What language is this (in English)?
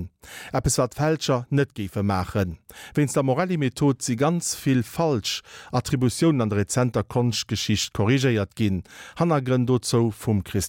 Luxembourgish